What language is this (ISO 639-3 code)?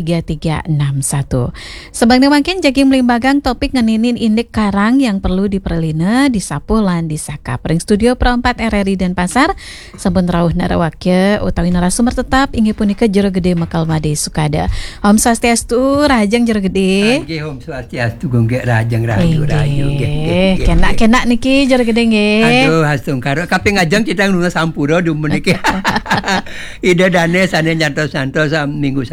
ban